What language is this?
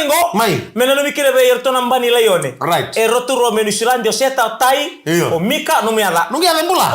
Fijian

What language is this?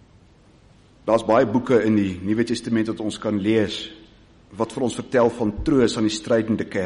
Afrikaans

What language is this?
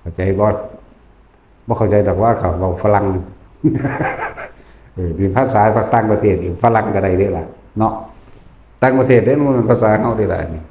Lao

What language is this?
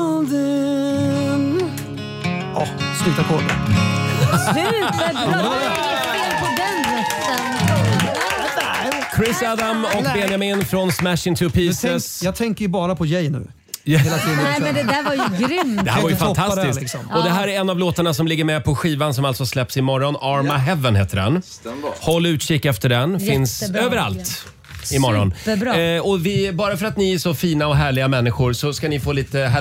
Swedish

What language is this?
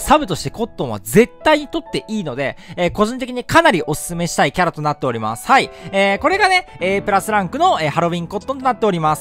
Japanese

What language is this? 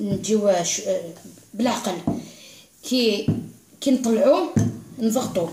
Algerian Arabic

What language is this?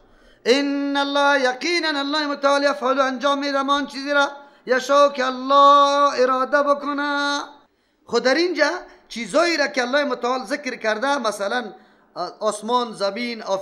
Persian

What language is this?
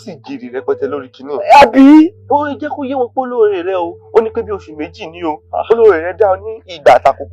Yoruba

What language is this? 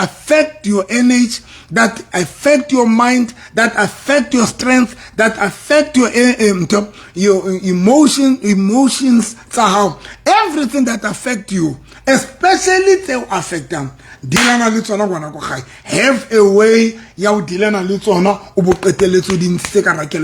Southern Sotho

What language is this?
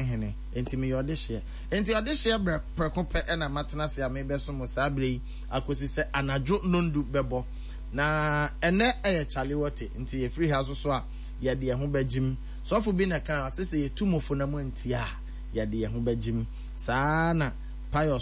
Akan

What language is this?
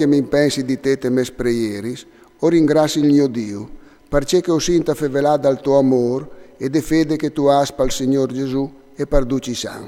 Friulian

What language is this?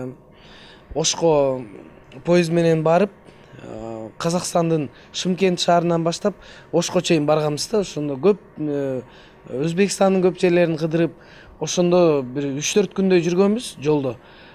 Kyrgyz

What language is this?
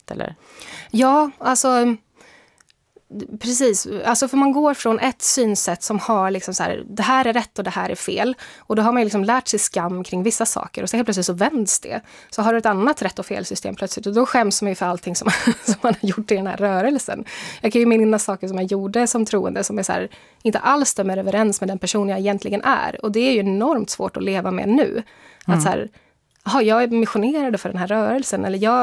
Swedish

